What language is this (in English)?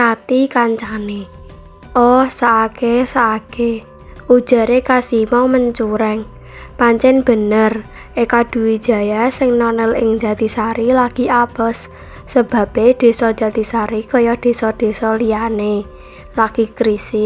Javanese